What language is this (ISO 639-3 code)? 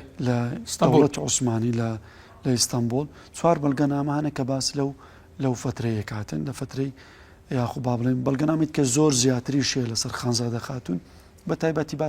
ckb